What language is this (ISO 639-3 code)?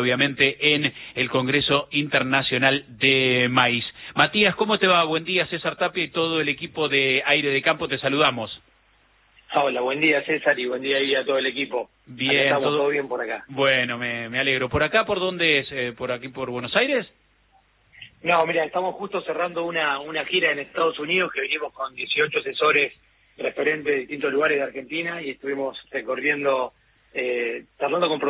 spa